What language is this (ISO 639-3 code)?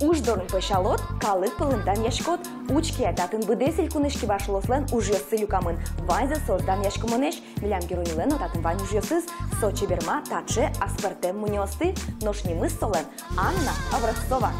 udm